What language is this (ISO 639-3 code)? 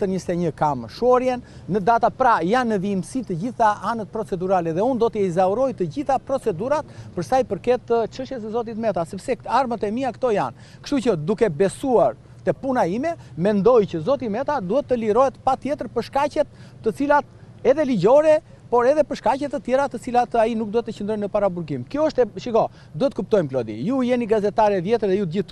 sqi